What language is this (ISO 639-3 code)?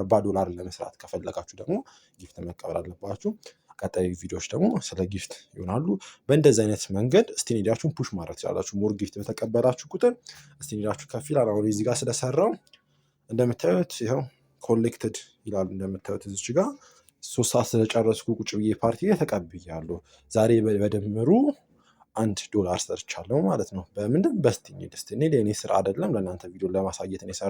amh